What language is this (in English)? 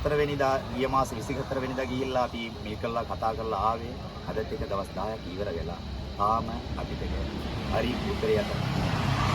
Sinhala